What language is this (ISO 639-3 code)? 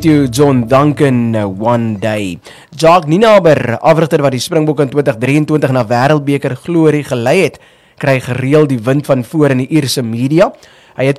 afr